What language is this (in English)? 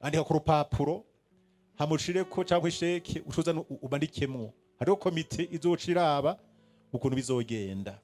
Rundi